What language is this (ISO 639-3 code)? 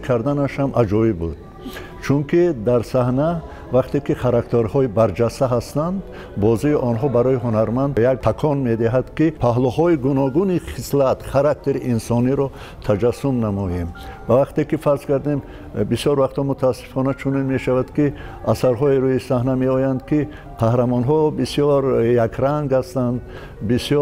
tgk